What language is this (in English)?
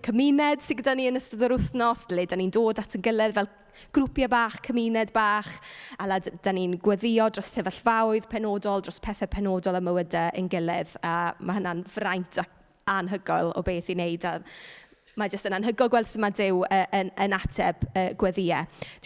Welsh